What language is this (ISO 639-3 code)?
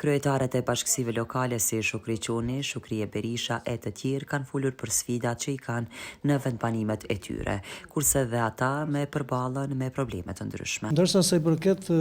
sqi